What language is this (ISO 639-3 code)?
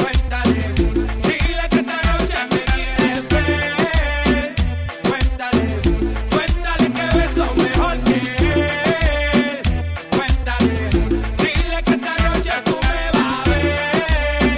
spa